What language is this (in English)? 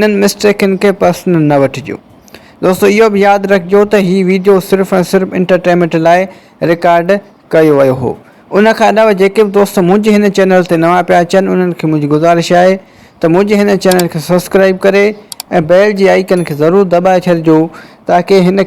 Sindhi